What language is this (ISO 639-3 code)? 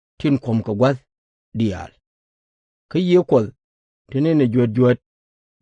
nus